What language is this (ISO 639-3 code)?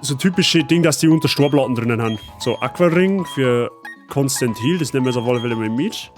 bar